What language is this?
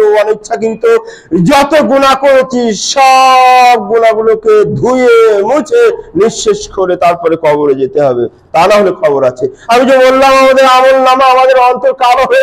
Bangla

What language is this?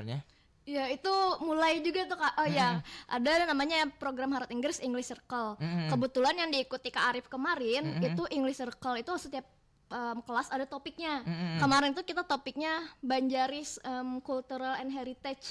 Banjar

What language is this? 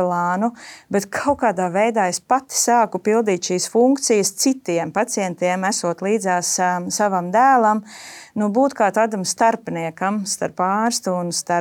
Latvian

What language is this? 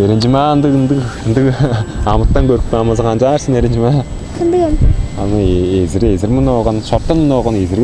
Tuvinian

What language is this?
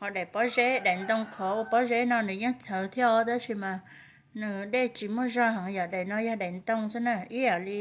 Hmong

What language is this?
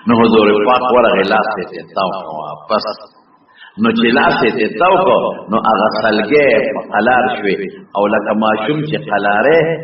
Pashto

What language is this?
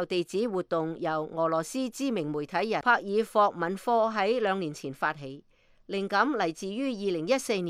Cantonese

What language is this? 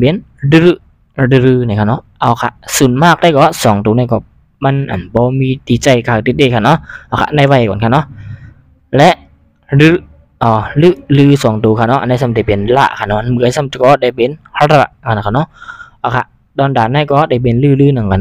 Shan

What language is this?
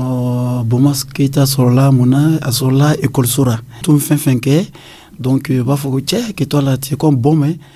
Dyula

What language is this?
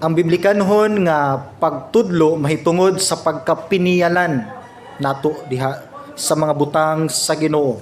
Cebuano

